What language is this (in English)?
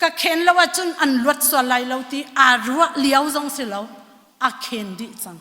Hakha Chin